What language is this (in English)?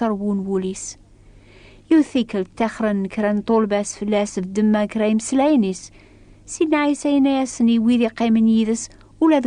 Kabyle